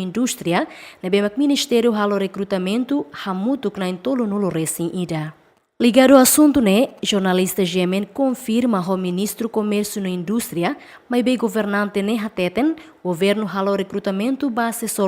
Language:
Tetum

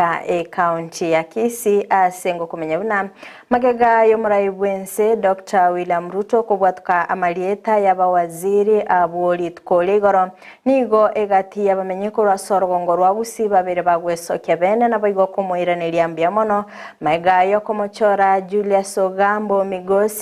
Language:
Gusii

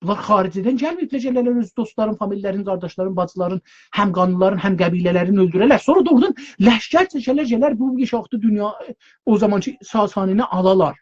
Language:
South Azerbaijani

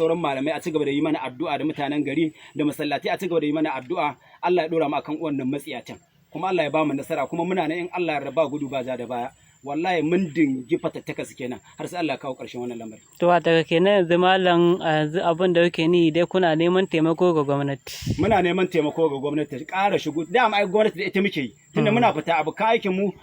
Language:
Hausa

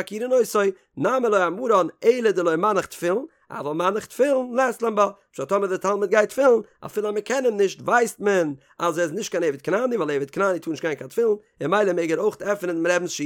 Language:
Yiddish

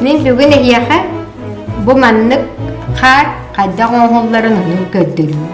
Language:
Yakut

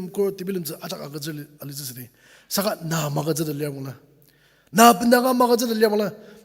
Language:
Ao Naga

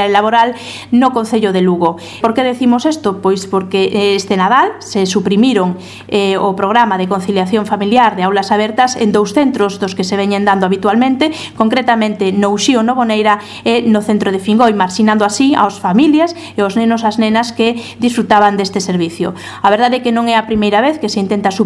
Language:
Galician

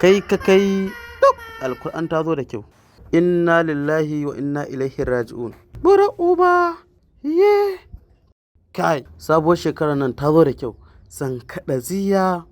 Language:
Hausa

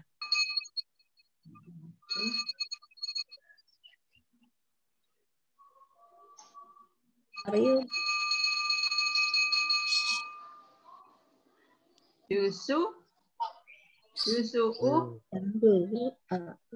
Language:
Indonesian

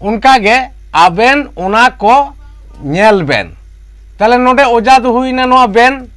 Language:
Santali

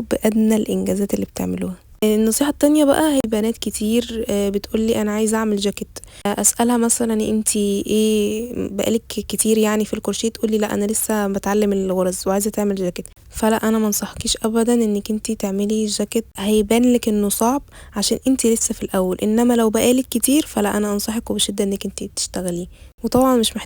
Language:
Egyptian Arabic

